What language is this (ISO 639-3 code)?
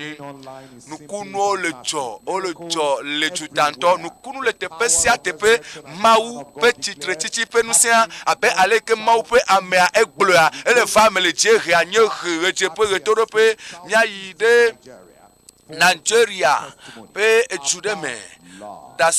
ewe